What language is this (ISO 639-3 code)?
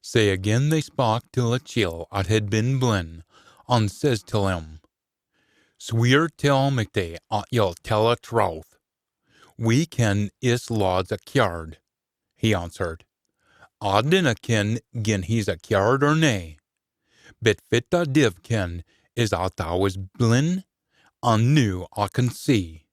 sco